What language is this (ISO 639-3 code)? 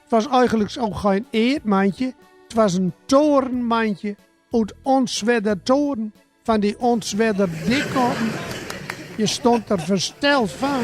gos